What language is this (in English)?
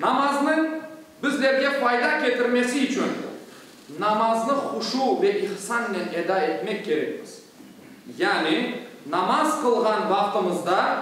Crimean Tatar